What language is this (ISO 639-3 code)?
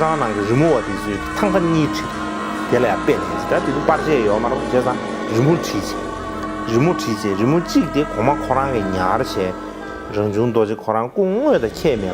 bod